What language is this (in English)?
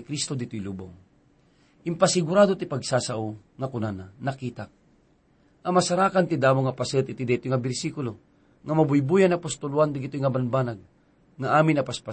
Iloko